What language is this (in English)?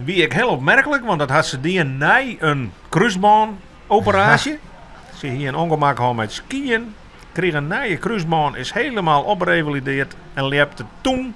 Western Frisian